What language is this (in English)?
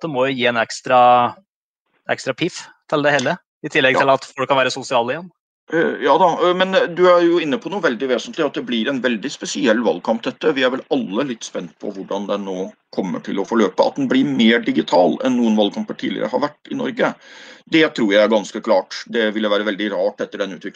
Norwegian